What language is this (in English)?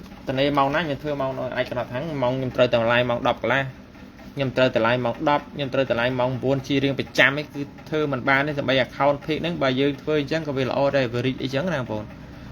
Khmer